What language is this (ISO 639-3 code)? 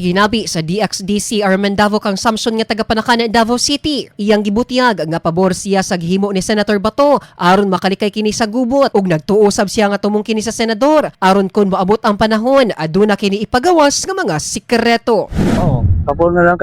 ceb